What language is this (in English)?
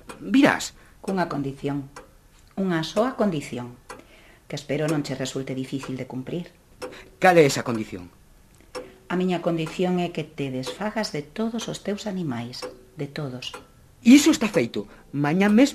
Galician